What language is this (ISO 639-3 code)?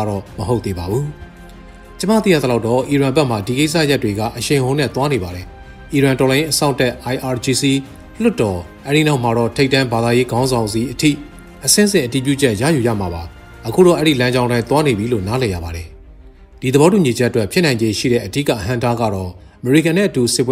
mya